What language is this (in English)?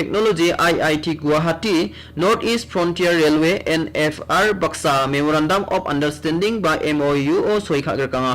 Garo